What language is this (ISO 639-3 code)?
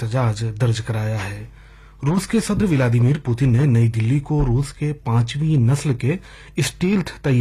urd